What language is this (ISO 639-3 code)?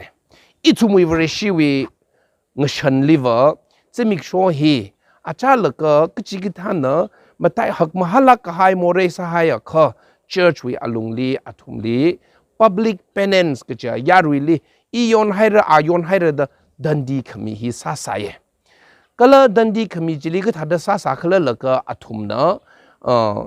nmf